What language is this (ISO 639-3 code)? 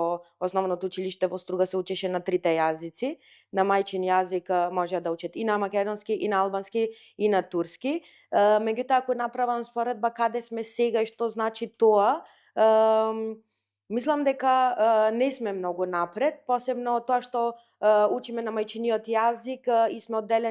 mkd